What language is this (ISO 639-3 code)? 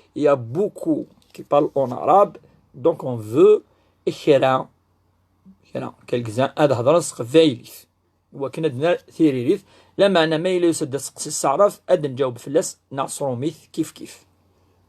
kab